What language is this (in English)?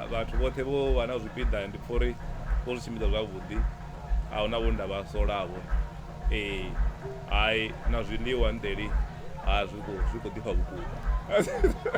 Venda